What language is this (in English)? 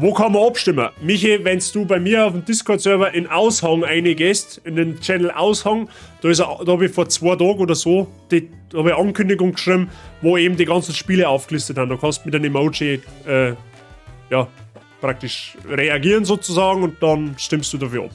Bavarian